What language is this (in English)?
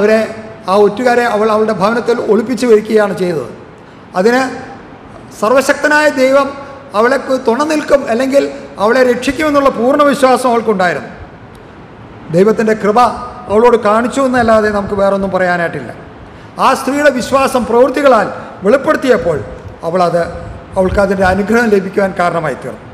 Malayalam